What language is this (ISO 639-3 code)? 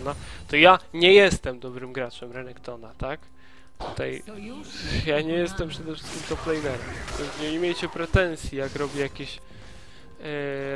pol